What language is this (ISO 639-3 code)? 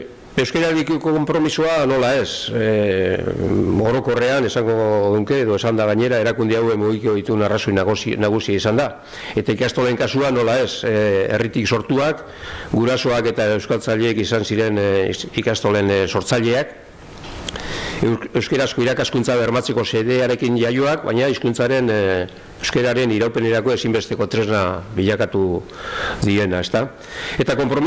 eus